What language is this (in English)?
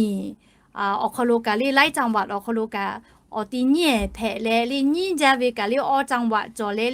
Lahu